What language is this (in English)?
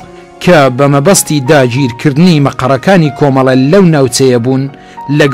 Central Kurdish